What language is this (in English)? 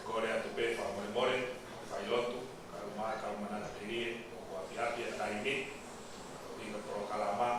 Tongan